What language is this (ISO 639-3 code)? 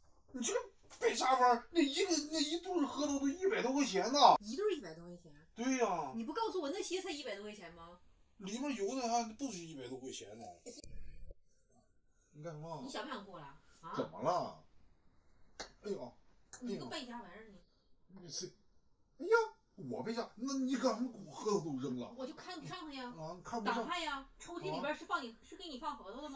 zho